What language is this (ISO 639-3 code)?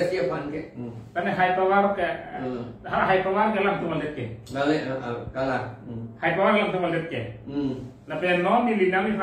mjw